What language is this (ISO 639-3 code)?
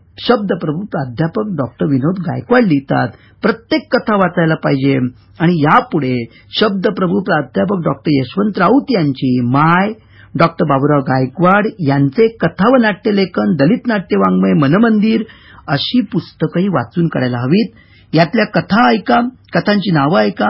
mar